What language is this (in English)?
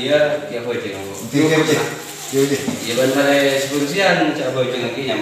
Madurese